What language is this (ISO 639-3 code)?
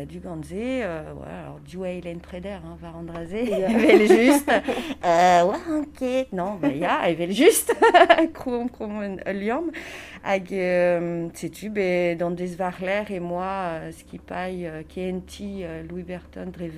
bre